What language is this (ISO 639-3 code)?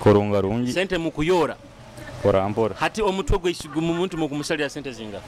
nyo